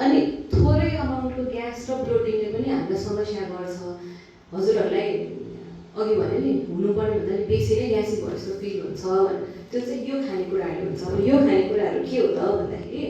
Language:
Nepali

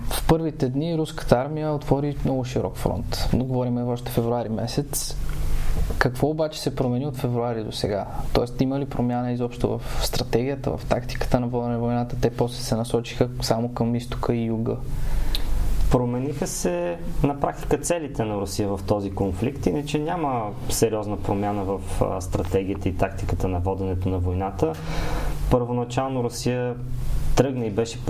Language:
Bulgarian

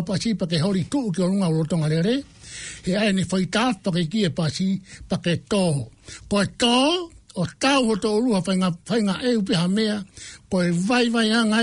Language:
Tongan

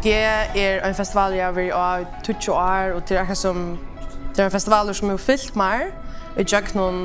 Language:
Faroese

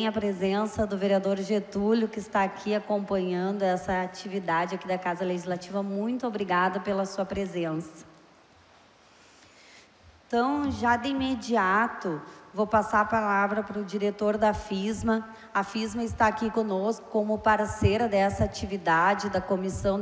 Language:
Portuguese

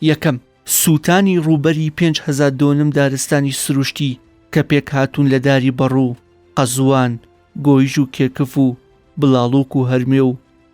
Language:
Central Kurdish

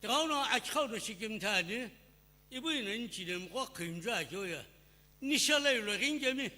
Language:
Sumi Naga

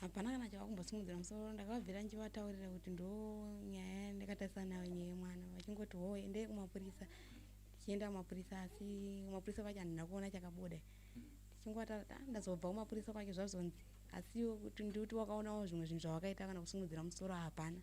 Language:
Shona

